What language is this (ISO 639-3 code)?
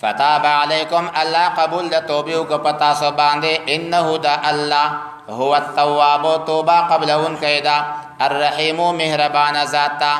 pus